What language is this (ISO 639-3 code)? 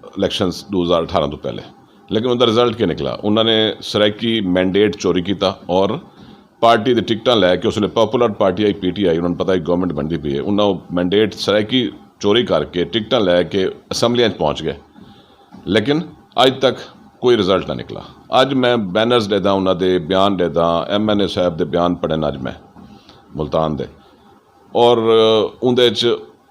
skr